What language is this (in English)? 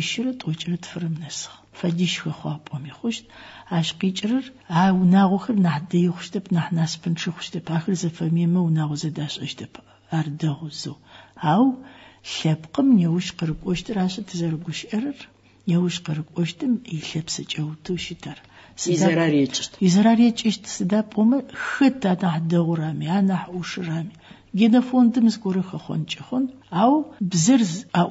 Adyghe